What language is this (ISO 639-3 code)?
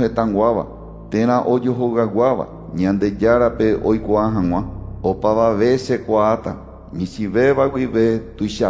grn